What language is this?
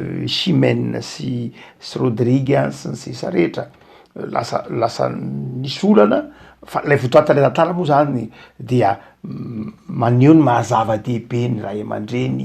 Malagasy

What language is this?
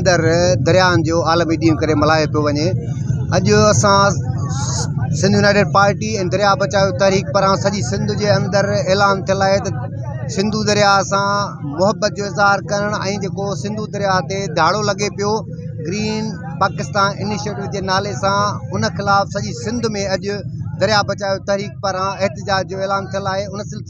Sindhi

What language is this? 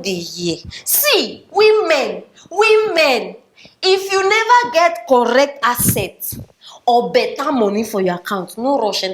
Nigerian Pidgin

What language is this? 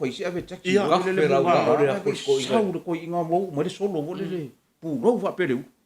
Samoan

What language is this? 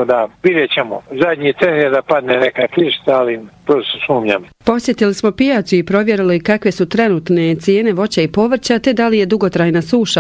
Bosnian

